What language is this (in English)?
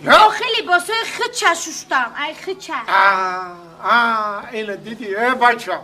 Tajik